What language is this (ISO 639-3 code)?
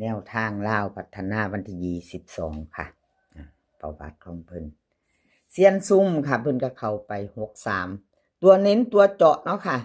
lao